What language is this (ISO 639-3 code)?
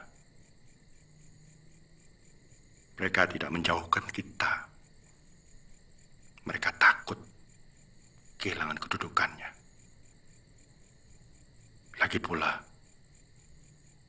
ind